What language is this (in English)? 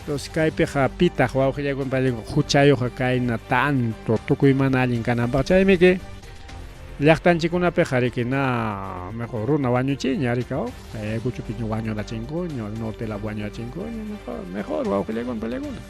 Ayacucho Quechua